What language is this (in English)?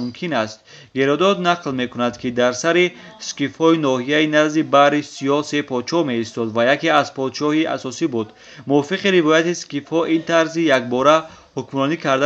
Tajik